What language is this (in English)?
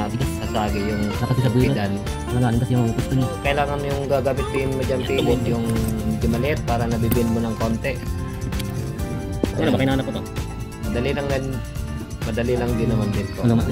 Filipino